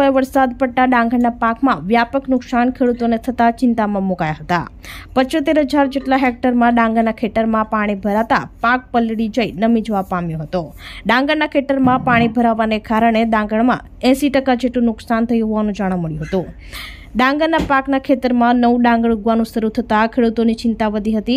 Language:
Gujarati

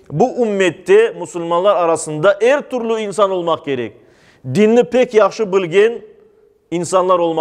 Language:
Crimean Tatar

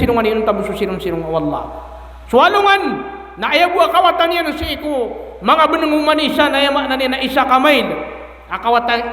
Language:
Maranao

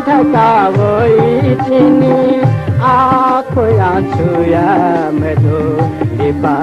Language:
Newari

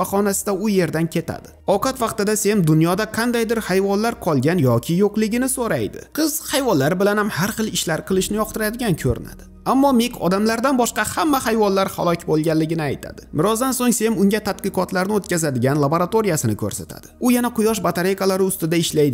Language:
Uzbek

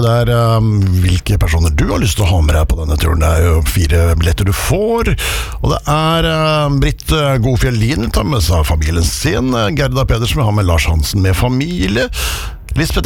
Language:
Norwegian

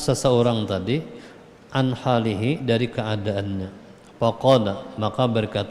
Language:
Banjar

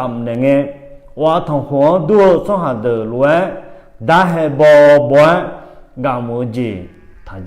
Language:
Akha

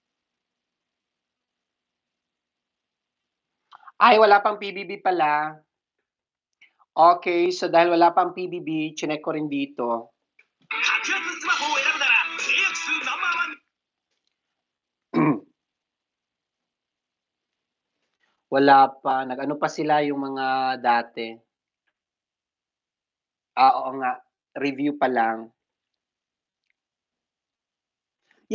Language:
Filipino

